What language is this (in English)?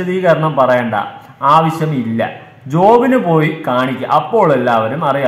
Malayalam